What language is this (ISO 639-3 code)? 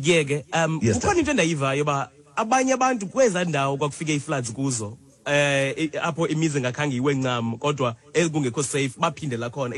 xho